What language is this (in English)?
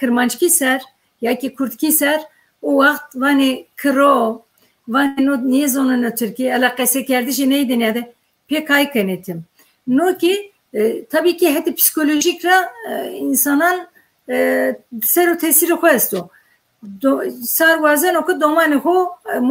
Zaza